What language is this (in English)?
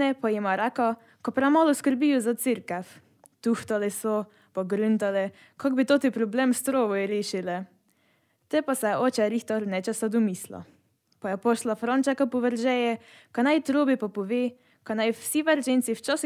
Slovenian